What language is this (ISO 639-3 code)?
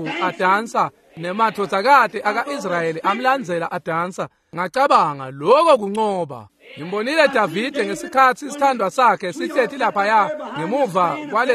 ssw